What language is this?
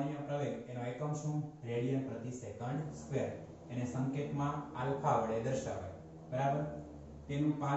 Gujarati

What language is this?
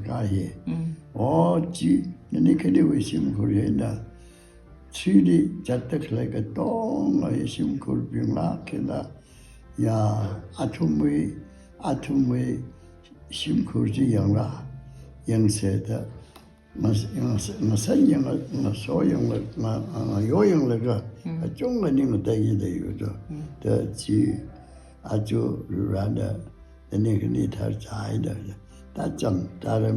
Tangkhul Naga (India)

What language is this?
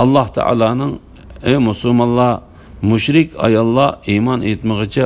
Uyghur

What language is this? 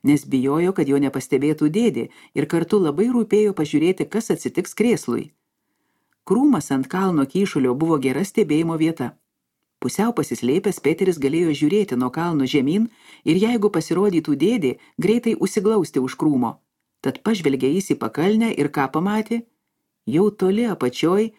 Lithuanian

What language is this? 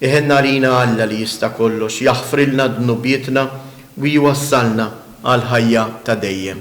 Maltese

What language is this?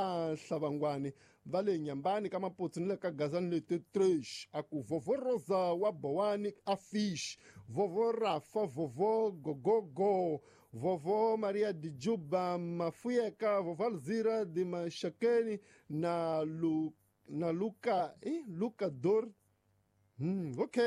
Tsonga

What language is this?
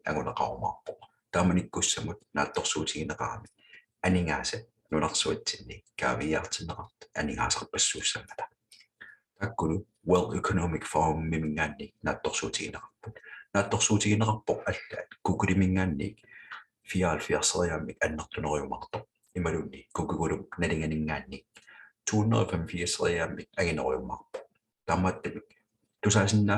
Kalaallisut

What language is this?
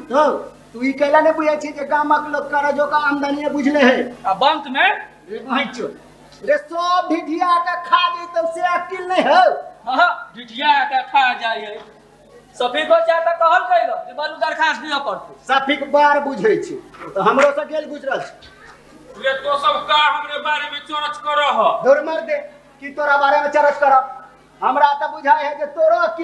Maithili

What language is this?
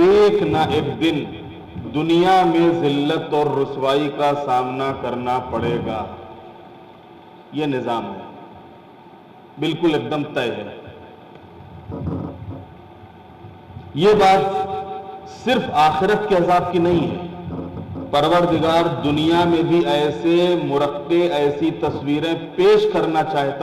Urdu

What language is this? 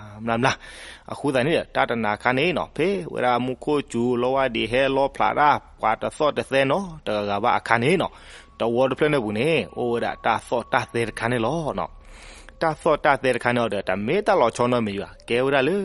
S'gaw Karen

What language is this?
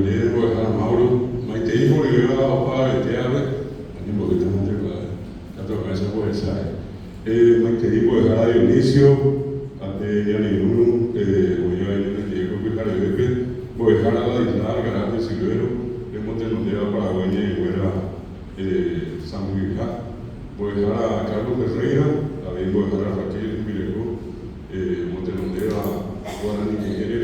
Guarani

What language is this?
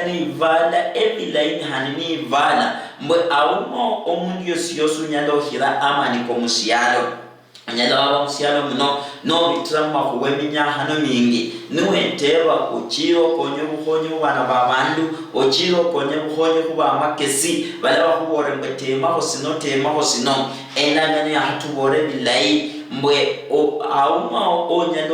Luyia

